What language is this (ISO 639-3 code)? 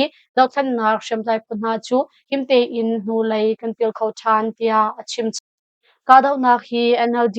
cnh